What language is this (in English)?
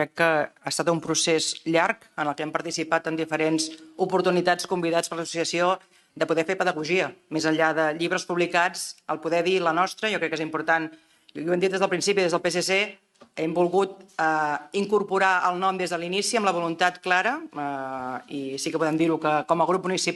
Catalan